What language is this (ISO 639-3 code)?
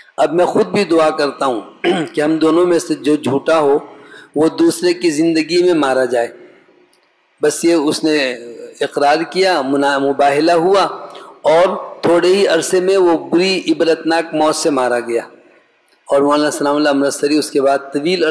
urd